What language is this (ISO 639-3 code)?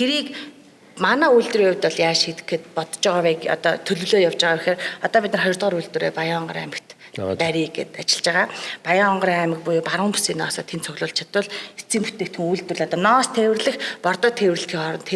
mon